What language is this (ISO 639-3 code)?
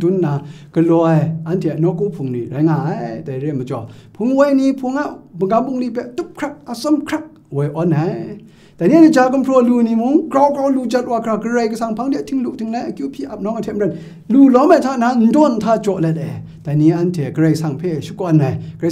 kac